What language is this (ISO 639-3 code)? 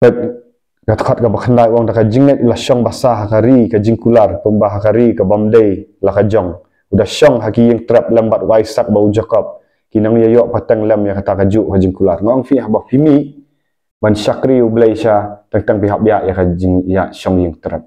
kha